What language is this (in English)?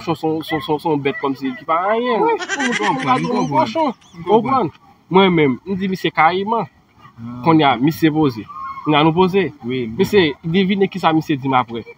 Haitian Creole